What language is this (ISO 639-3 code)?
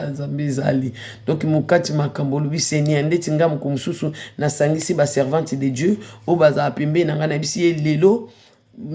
lin